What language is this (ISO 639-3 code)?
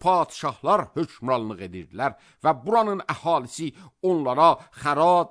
aze